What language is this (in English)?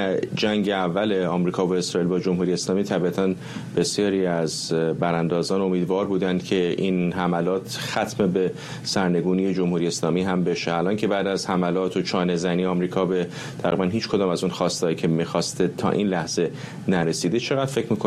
Persian